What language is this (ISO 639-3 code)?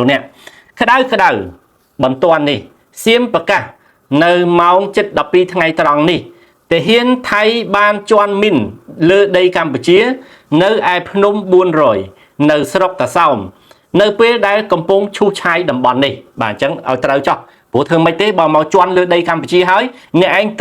khm